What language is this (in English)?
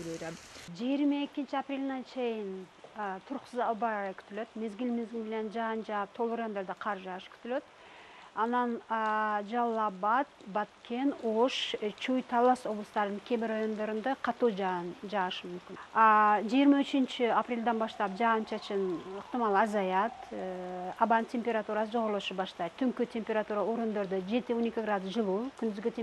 Kyrgyz